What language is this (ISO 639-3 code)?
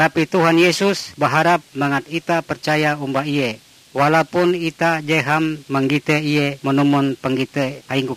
nij